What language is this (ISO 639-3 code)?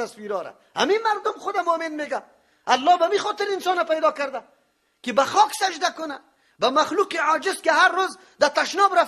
fas